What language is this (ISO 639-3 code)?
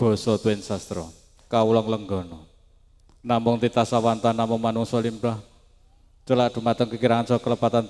jav